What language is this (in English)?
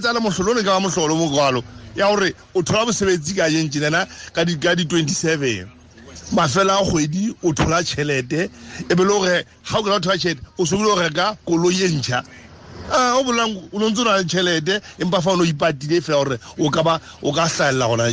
Tswana